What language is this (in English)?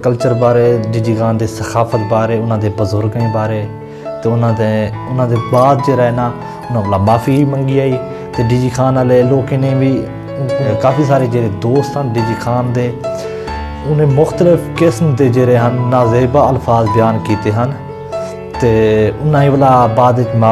Saraiki